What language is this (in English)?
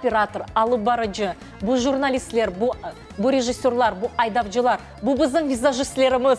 Crimean Tatar